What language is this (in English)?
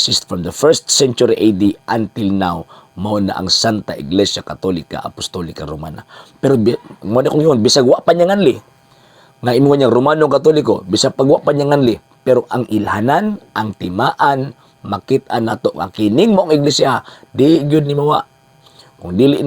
Cebuano